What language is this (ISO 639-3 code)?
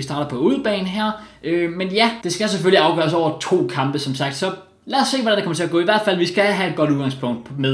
dan